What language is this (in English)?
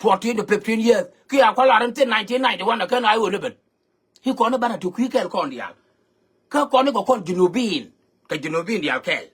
Nuer